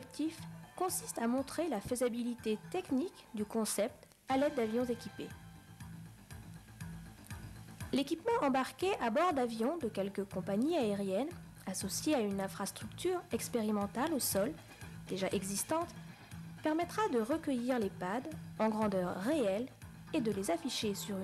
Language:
French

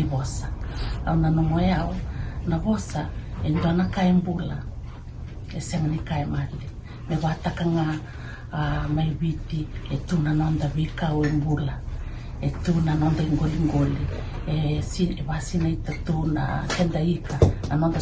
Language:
Fijian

